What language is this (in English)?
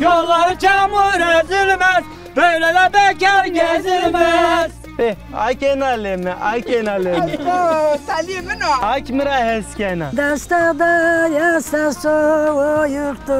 Zaza